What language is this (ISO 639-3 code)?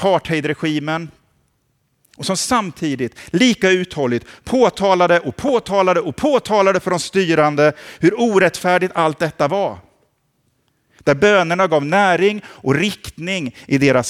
swe